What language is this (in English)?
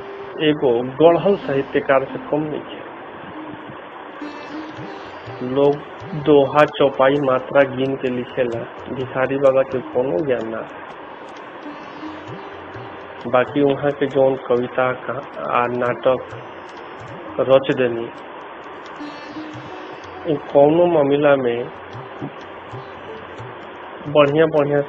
Bhojpuri